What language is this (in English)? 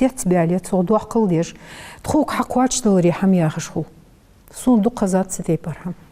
Ingush